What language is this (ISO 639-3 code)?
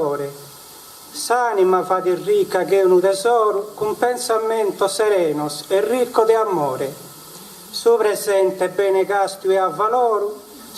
srd